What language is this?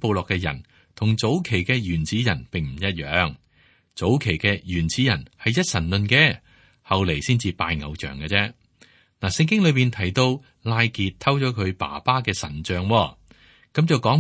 Cantonese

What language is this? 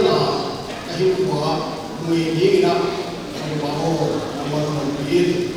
Paite Chin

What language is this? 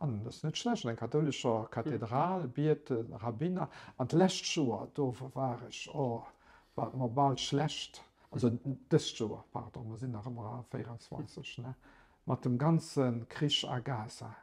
Luxembourgish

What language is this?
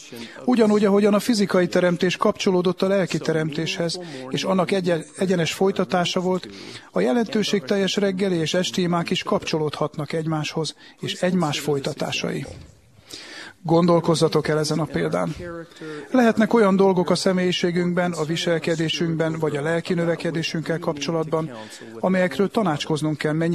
Hungarian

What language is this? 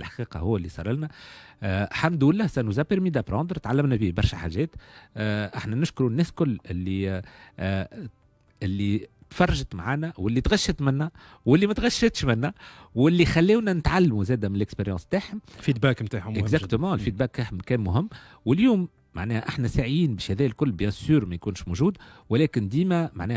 Tunisian Arabic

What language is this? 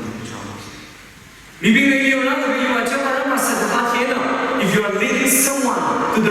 Tangkhul Naga (India)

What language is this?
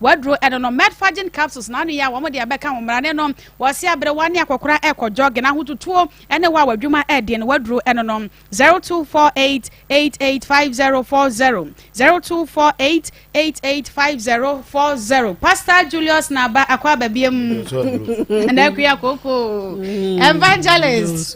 Akan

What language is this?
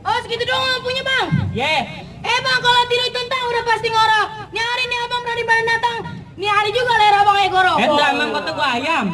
Betawi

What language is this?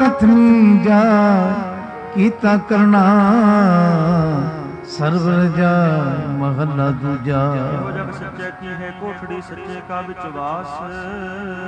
Punjabi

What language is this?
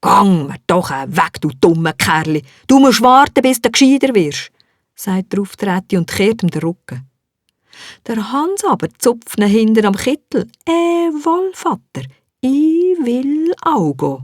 Swiss German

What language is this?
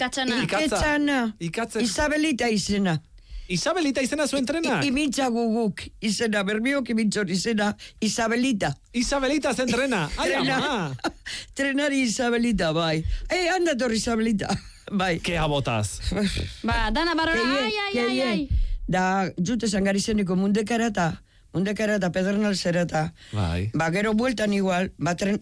Basque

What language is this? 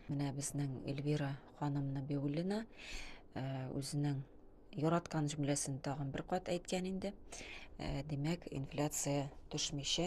Tatar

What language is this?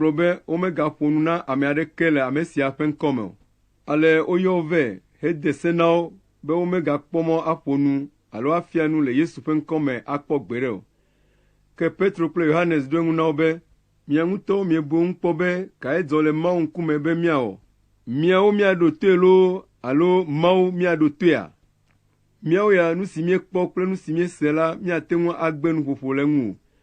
Ewe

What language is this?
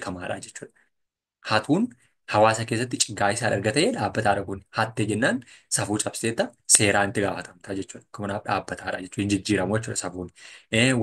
Oromo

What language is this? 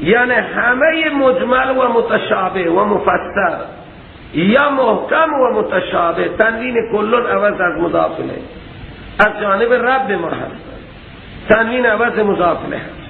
Persian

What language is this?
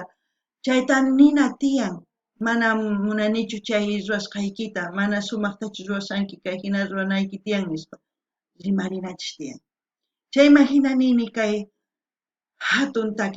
South Bolivian Quechua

